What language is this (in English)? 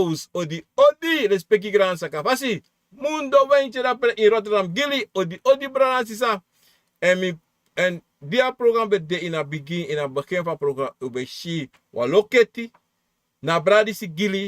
Sranan Tongo